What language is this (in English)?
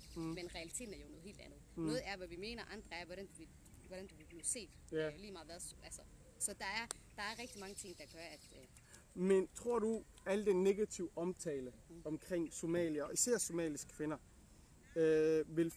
Danish